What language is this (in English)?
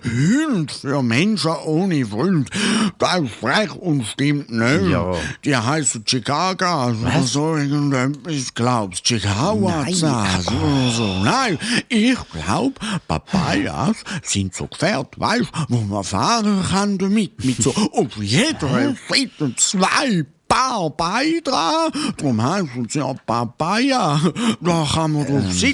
Swiss German